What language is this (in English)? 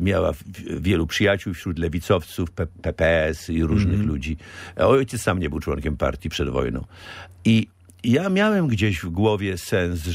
Polish